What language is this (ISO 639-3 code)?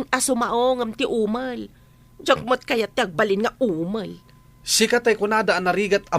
ilo